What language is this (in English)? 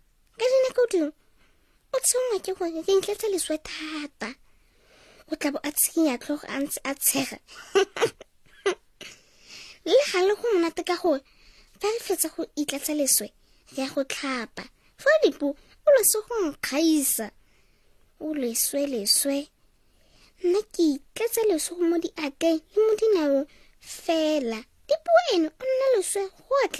Tswana